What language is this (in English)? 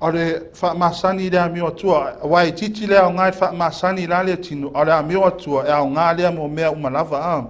Samoan